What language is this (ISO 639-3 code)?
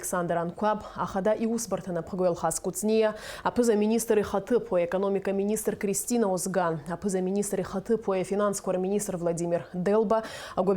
abk